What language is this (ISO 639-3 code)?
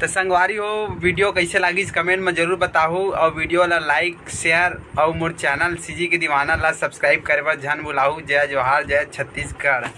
hne